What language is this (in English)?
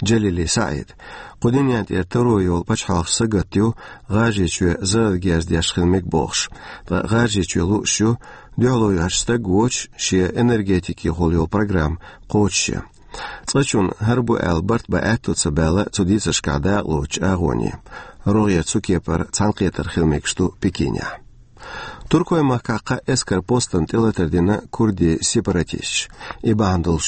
Chechen